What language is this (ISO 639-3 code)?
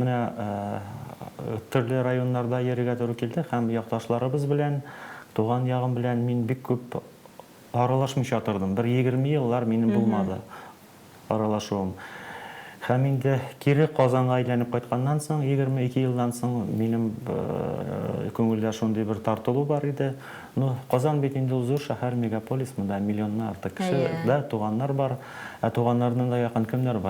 tat